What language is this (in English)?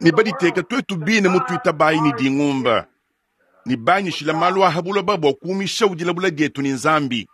Luba-Lulua